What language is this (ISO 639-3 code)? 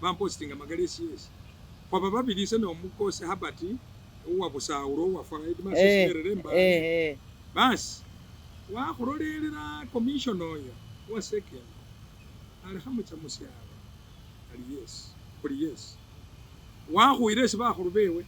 myx